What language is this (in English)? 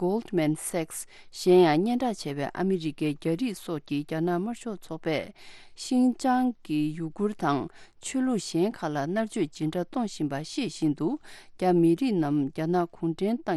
Tibetan